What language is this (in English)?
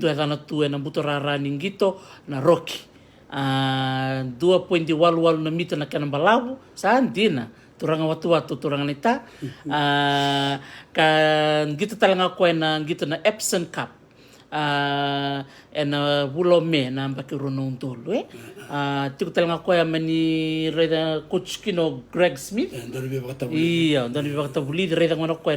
Fijian